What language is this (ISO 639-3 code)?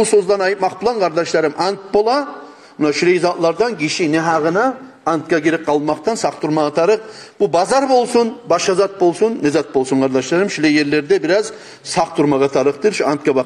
kum